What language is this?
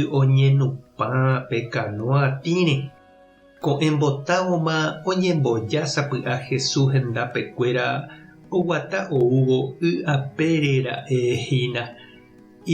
Guarani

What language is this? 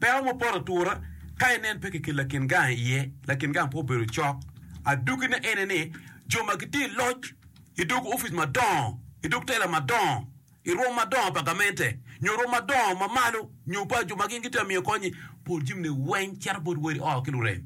Acoli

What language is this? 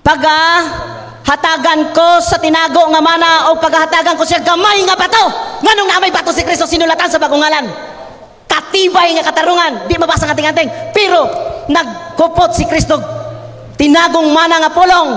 Cebuano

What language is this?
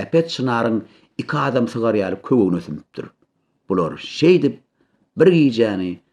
Turkmen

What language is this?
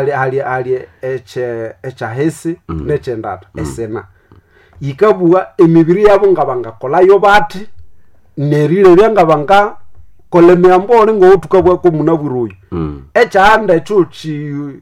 Nande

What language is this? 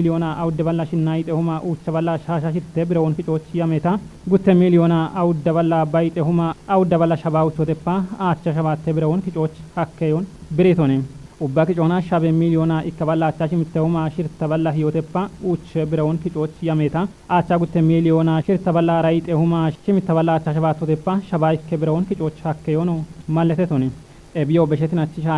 Kafa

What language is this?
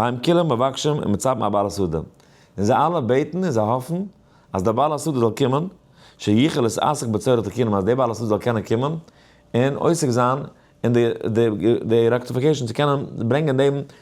Yiddish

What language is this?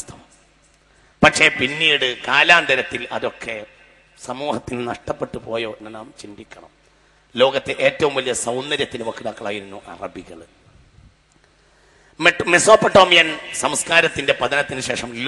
Malayalam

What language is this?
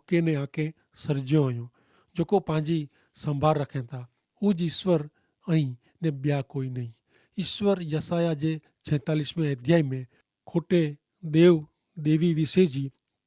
Kachhi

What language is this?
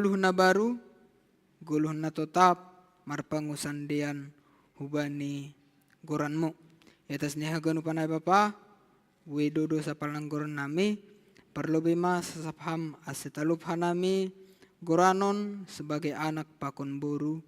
Batak Simalungun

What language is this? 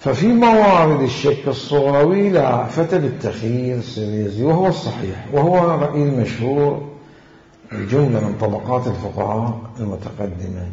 Mesopotamian Arabic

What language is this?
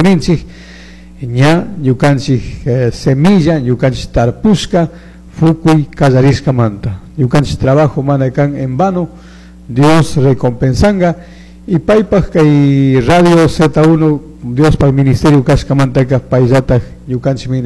Chimborazo Highland Quichua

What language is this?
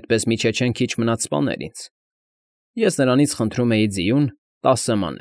Armenian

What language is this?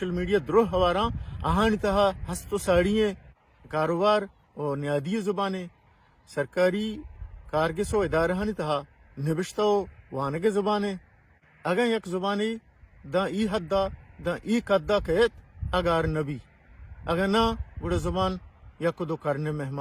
Baluchi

